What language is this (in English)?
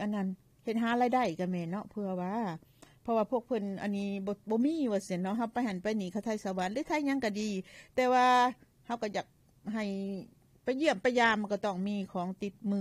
Lao